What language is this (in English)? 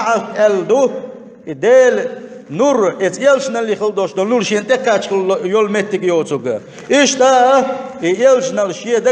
Chechen